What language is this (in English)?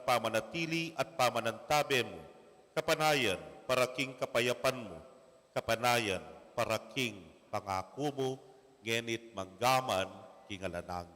Pampanga